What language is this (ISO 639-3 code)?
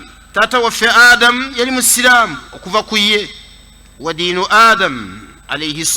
lug